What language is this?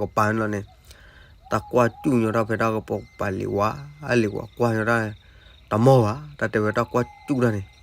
S'gaw Karen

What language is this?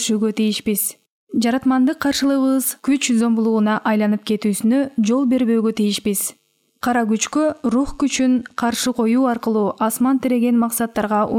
Kyrgyz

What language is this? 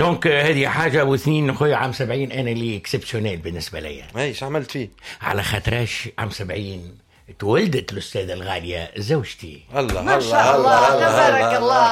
Tunisian Arabic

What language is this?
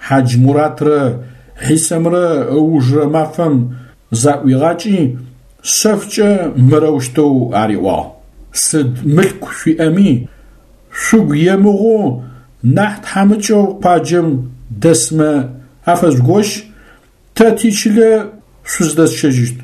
Adyghe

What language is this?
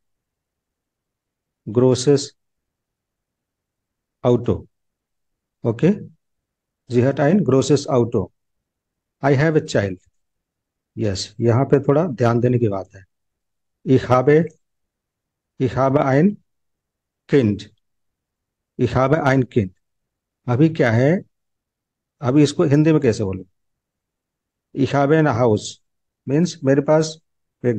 Hindi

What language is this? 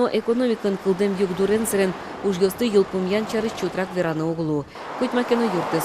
Udmurt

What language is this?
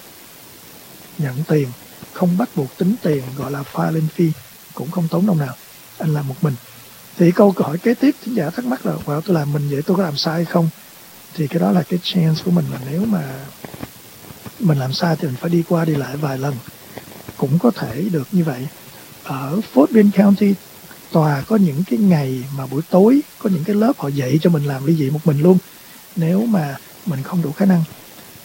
Vietnamese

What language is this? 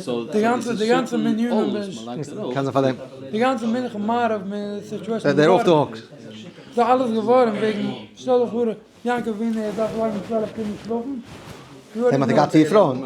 Yiddish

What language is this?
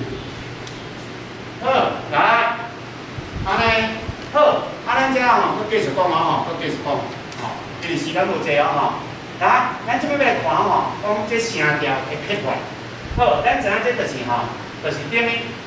Min Nan Chinese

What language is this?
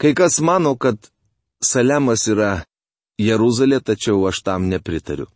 Lithuanian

